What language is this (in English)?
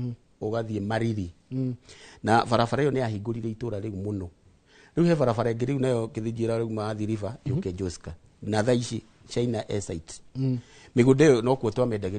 Kikuyu